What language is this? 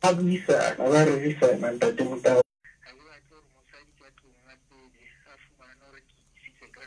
Southern Sotho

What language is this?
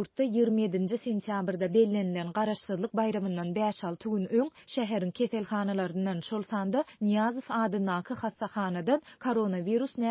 Turkmen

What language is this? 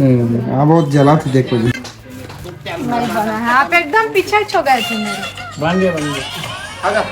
Chhattisgarhi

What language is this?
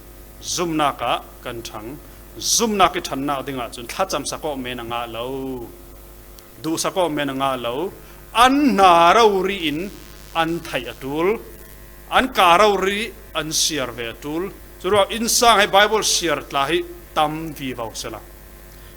Falam Chin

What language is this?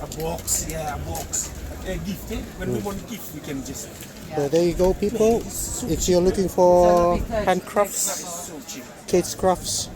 Fijian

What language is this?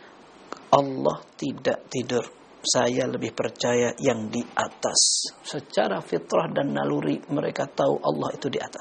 Indonesian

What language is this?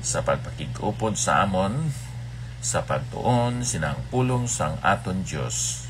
Hiligaynon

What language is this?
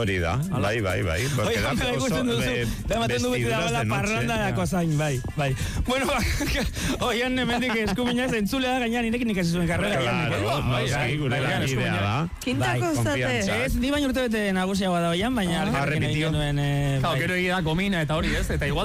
Basque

